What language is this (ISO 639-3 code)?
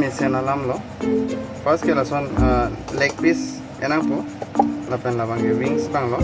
mjw